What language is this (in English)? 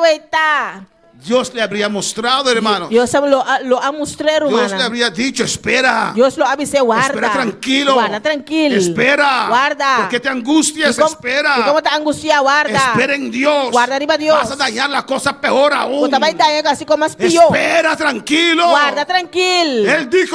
Papiamento